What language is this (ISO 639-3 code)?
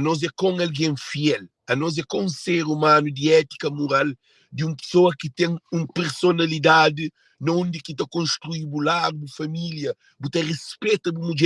kea